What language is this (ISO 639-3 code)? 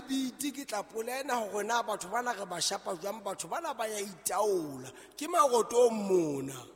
sot